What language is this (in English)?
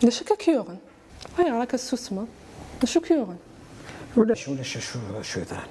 Kabyle